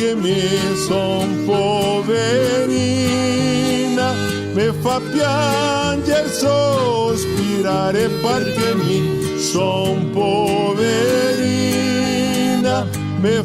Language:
Venetian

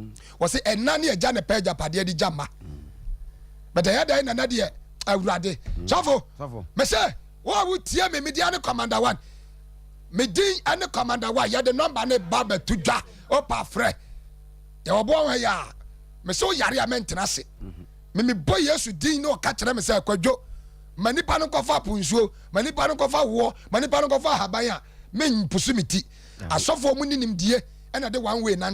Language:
Akan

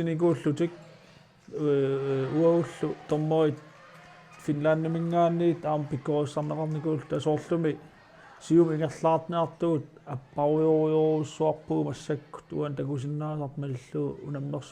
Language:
Kalaallisut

